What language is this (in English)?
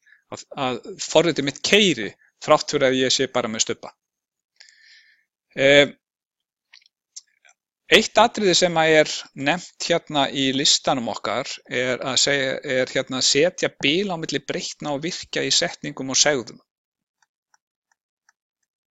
Icelandic